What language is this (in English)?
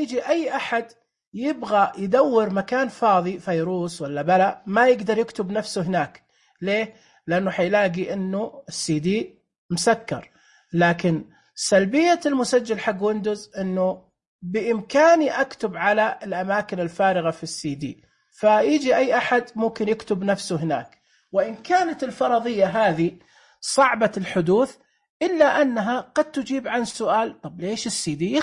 Najdi Arabic